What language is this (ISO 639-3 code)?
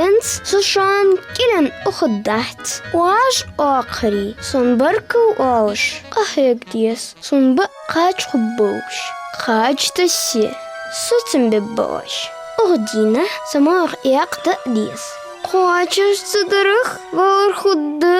inh